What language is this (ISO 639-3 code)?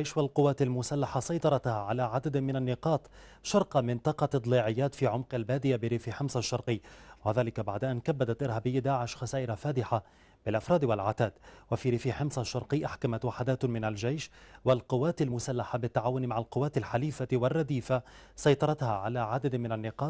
apc